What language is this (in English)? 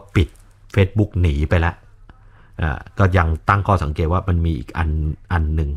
Thai